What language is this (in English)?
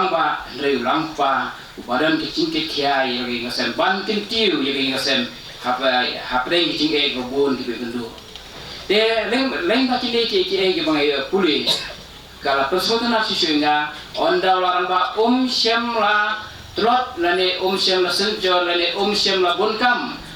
Khasi